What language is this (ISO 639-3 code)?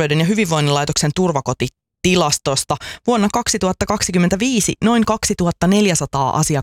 fin